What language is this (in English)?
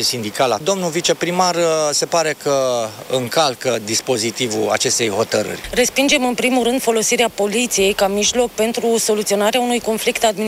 Romanian